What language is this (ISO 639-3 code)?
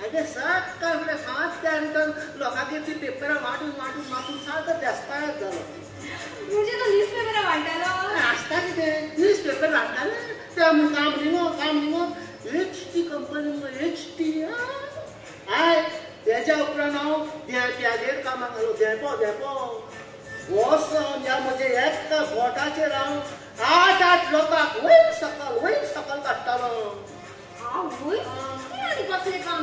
kok